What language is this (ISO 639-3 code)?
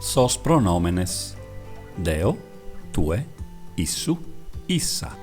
srd